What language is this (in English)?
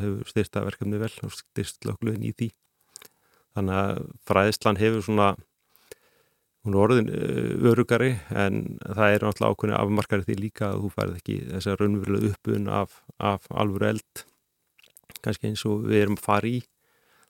Icelandic